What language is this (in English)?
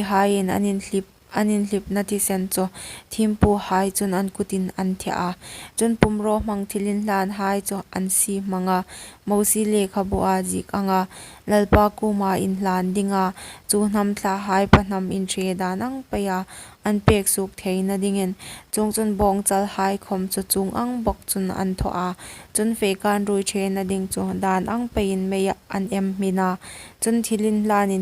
Hmar